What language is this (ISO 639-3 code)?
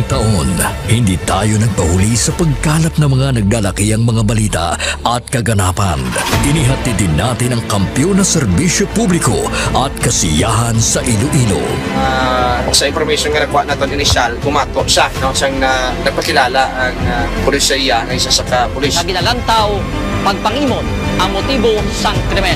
hil